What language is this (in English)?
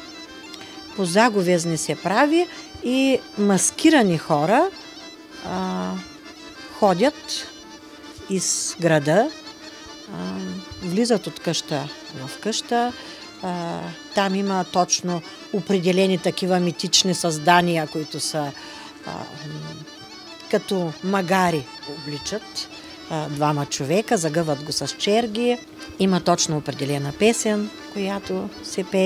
Bulgarian